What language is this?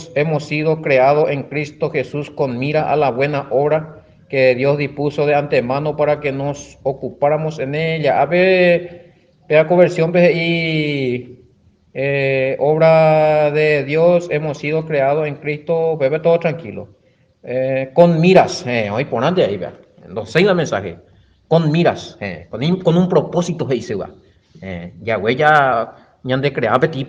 Guarani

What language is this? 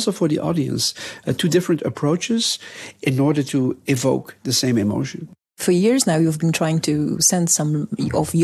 English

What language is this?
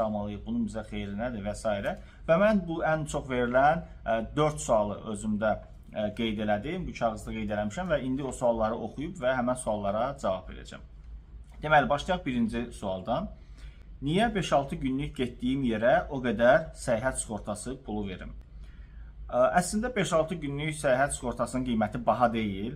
Azerbaijani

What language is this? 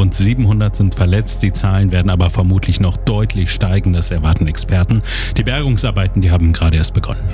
German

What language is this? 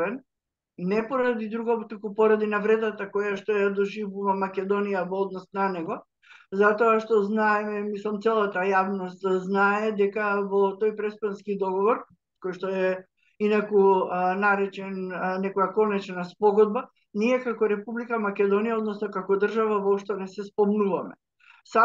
Macedonian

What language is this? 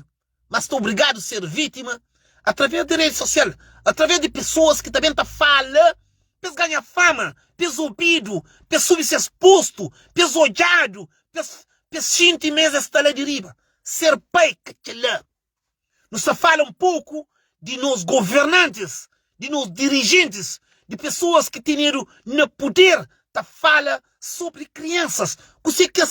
Kabuverdianu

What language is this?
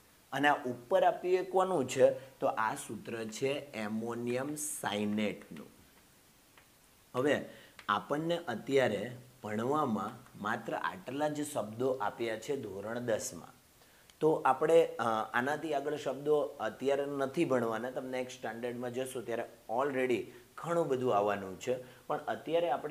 Gujarati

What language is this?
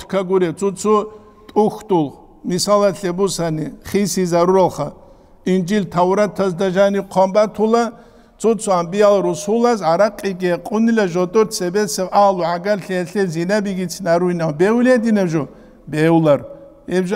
Avaric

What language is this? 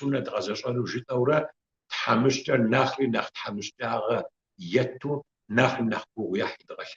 Kabardian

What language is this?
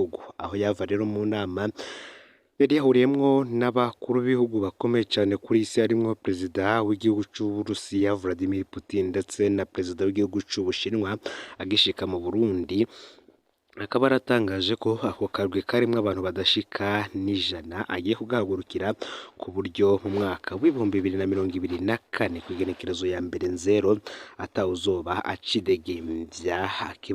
Rundi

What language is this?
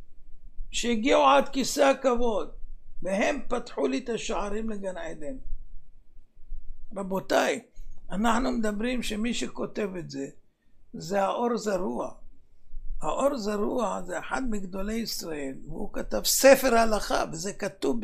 Hebrew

